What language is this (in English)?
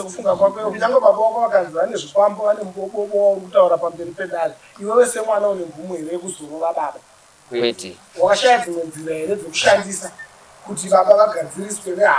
Shona